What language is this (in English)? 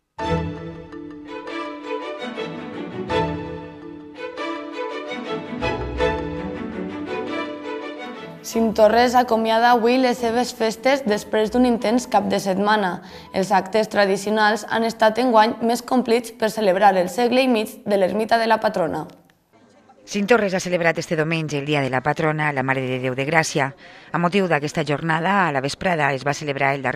Catalan